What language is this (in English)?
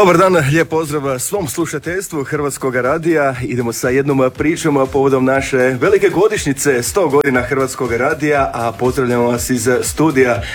Croatian